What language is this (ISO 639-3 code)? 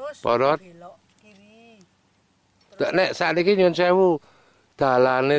jav